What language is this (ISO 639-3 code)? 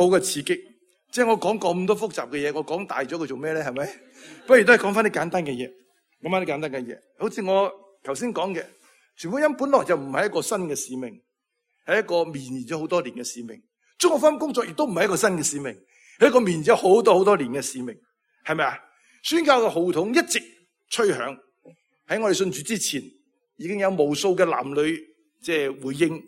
yue